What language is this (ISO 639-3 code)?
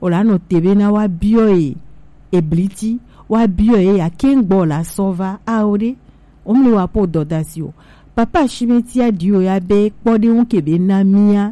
gej